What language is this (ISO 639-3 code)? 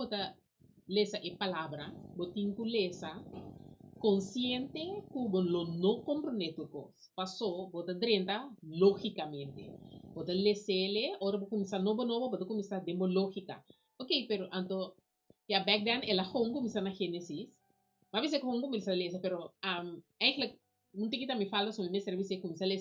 pap